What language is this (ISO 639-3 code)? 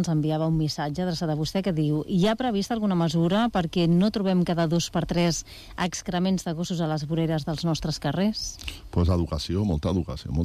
cat